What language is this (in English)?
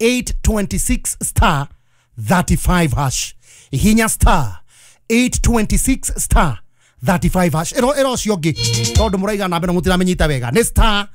Kikuyu